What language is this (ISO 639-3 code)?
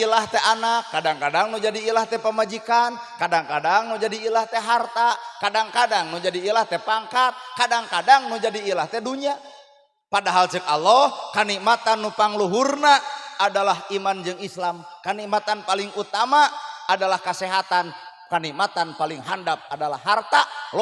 sun